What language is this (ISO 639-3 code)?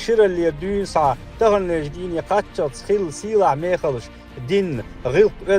che